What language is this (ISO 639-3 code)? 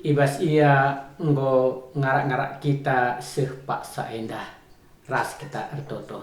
btx